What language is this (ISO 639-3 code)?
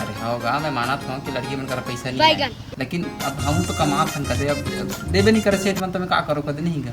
hne